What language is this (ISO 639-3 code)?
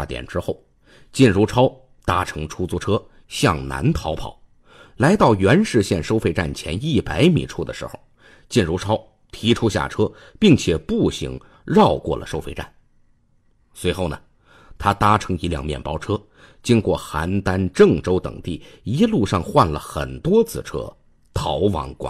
zho